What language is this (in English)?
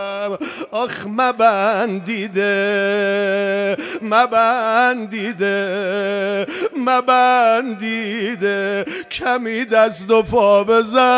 Persian